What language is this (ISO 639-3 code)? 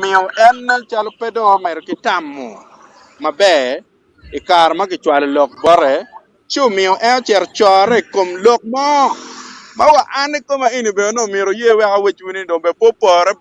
ach